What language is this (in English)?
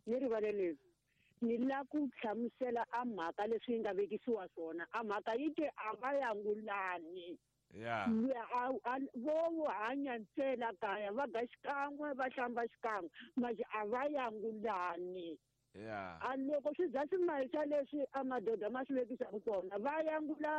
Tsonga